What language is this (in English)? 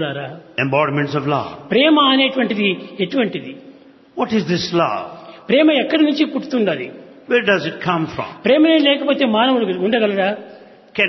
Telugu